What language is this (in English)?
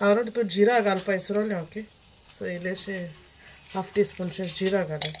Konkani